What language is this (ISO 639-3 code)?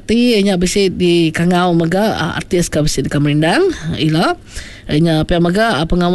iba